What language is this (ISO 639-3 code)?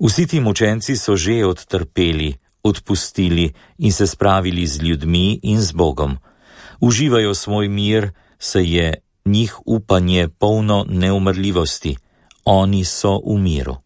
slv